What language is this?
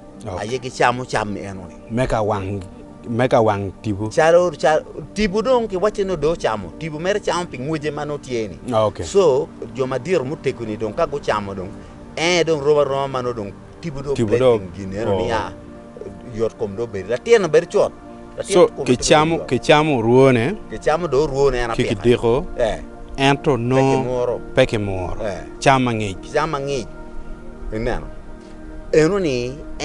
Acoli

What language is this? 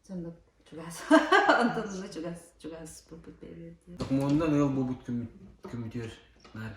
Yakut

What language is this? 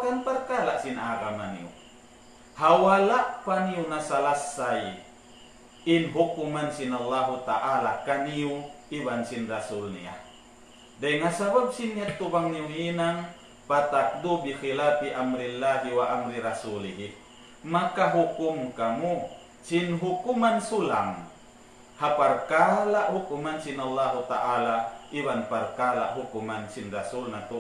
Tausug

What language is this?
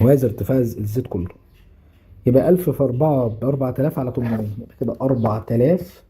Egyptian Arabic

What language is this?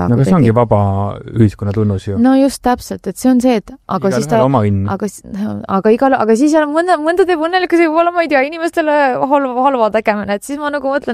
Estonian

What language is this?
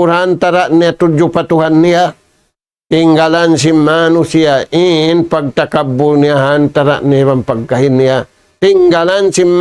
Tausug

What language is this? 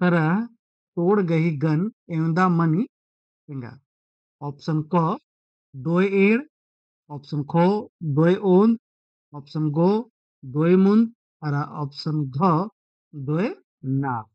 Kurukh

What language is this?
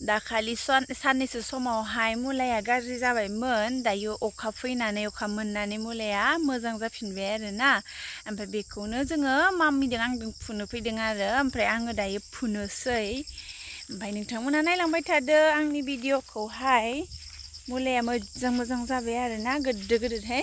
Bodo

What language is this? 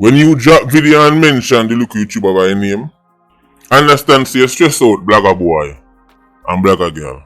Jamaican Creole English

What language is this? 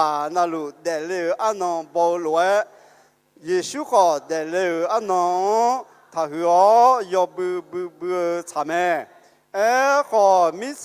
Akha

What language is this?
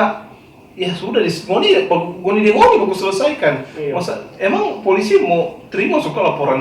Manado Malay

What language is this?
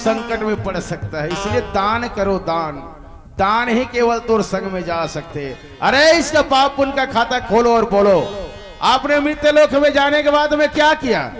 Chhattisgarhi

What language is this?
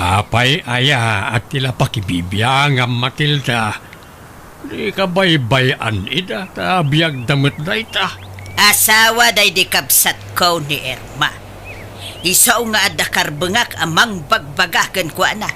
Iloko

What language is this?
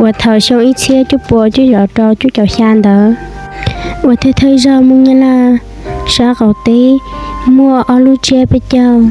Hmong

